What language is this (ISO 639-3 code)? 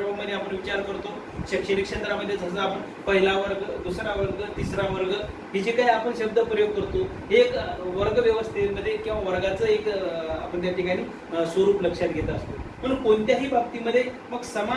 mar